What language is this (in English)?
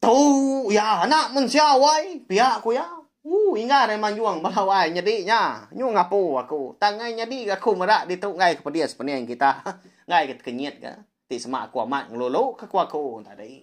Iban